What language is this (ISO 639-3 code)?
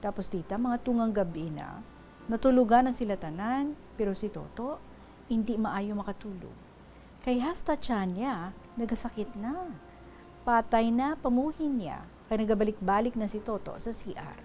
hil